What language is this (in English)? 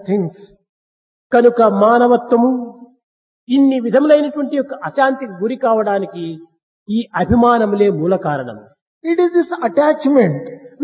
Telugu